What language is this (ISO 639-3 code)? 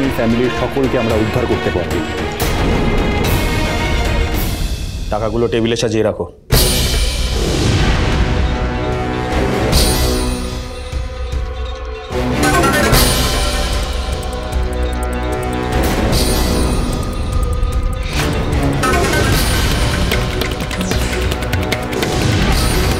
ben